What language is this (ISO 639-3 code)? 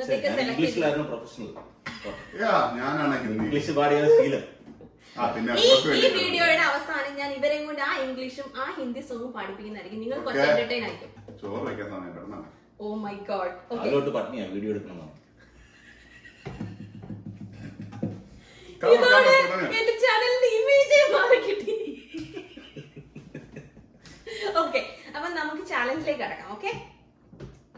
mal